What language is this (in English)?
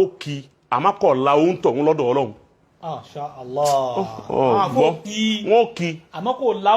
Yoruba